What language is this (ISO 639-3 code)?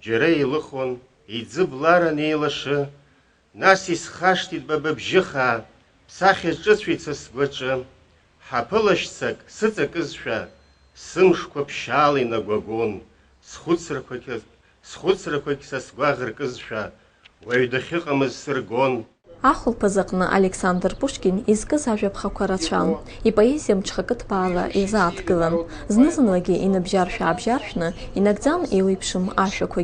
abk